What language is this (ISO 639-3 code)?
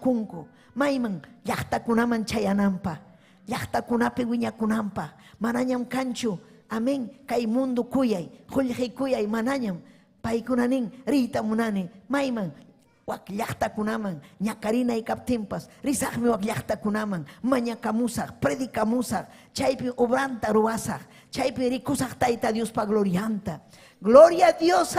quy